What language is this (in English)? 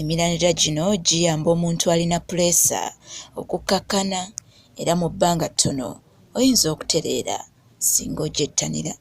Ganda